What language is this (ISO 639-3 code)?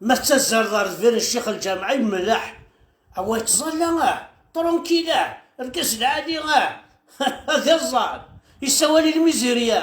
kab